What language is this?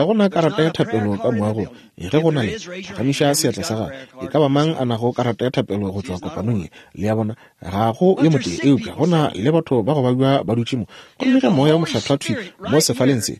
Northern Sotho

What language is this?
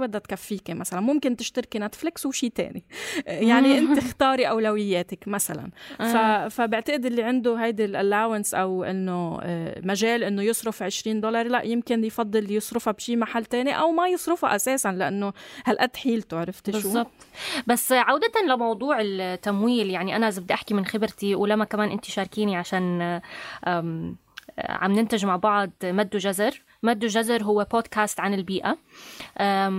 North Levantine Arabic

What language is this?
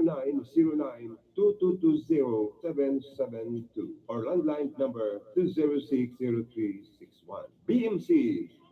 Bikol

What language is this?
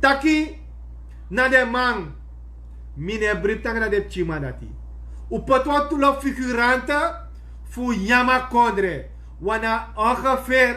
Sranan Tongo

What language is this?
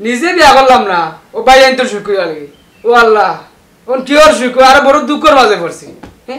Sylheti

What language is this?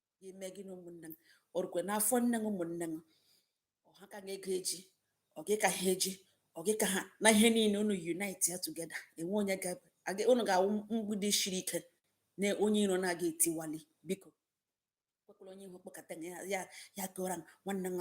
Igbo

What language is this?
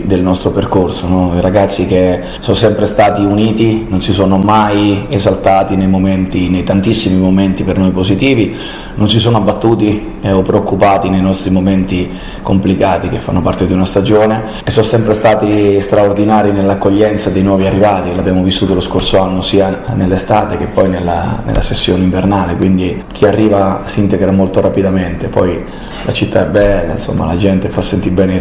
Italian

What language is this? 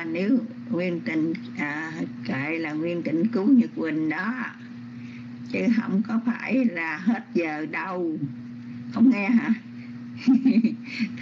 Vietnamese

